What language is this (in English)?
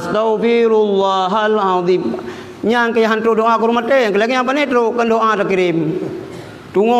Achinese